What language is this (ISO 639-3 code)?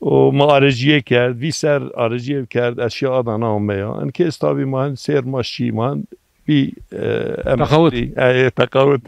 zza